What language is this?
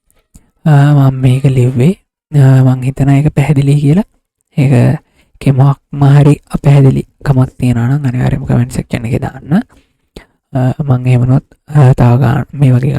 Sinhala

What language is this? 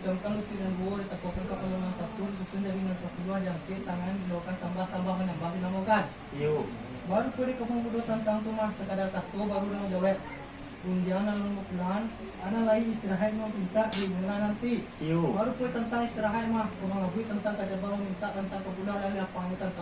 Minangkabau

